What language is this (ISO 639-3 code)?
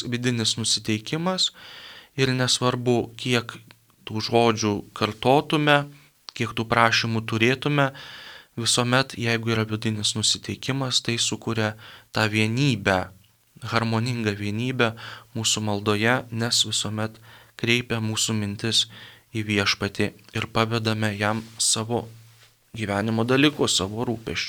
lit